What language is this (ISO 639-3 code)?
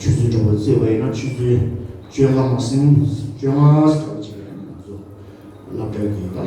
bod